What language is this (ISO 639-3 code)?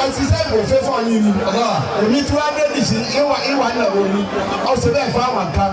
yor